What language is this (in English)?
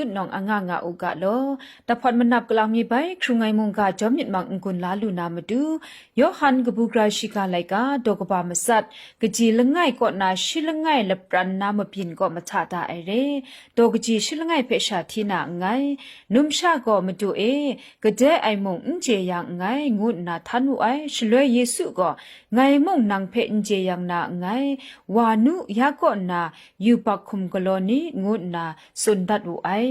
Kachin